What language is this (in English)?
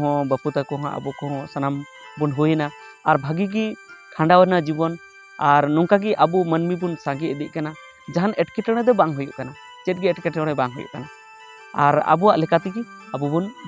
Santali